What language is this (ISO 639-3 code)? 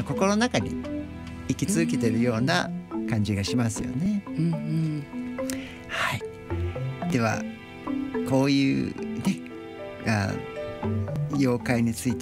jpn